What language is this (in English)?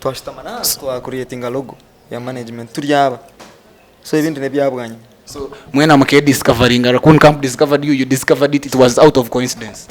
Nyankole